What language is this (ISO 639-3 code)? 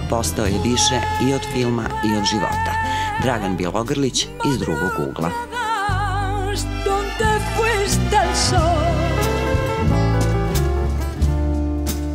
srp